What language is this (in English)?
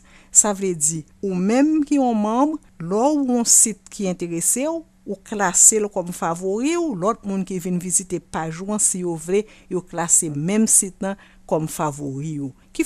Haitian Creole